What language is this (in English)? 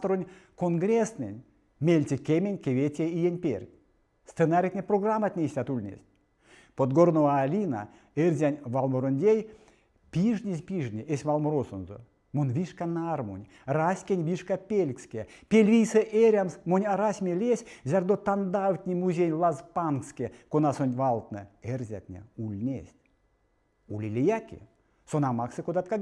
Erzya